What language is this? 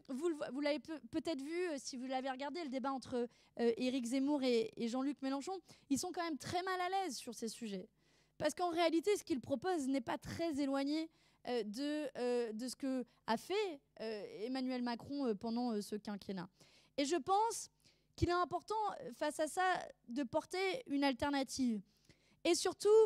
French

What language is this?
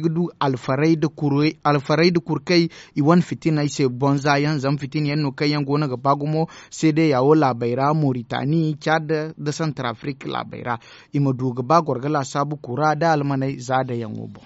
Zarma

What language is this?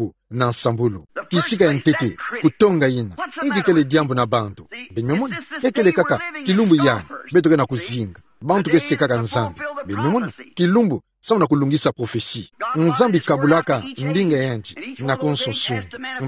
Kituba (Democratic Republic of Congo)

